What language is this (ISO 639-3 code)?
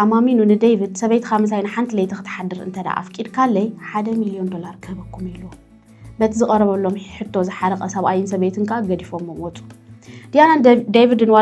tir